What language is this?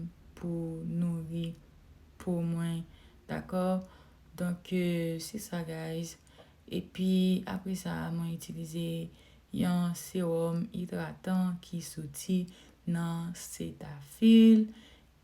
Haitian Creole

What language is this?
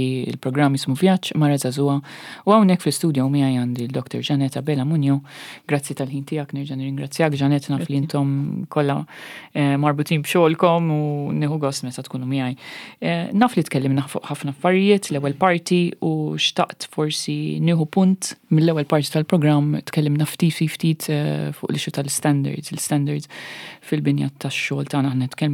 Maltese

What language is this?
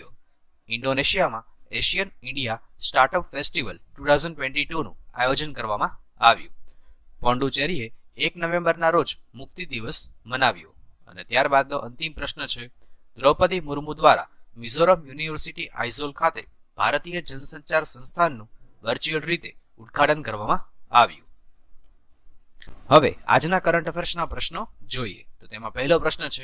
Gujarati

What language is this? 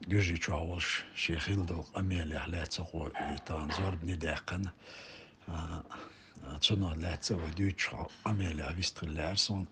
Chechen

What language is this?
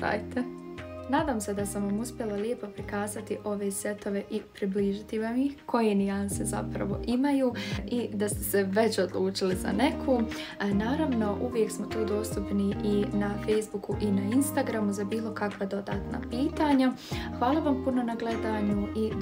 Bosnian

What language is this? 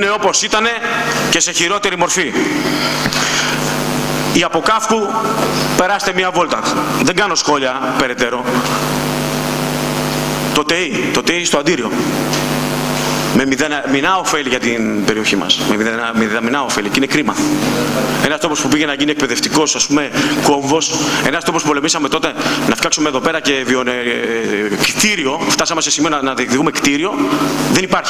Greek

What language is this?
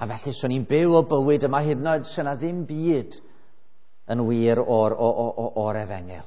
Welsh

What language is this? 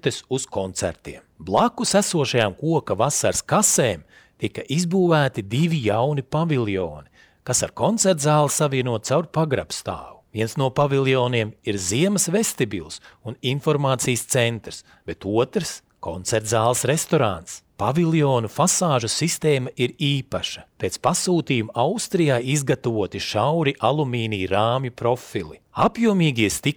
Latvian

